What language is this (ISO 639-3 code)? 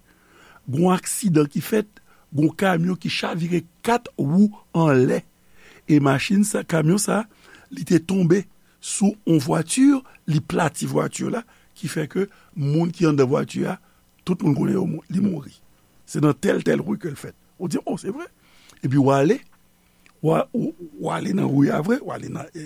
hat